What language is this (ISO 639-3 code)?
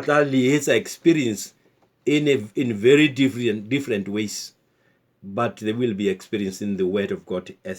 sot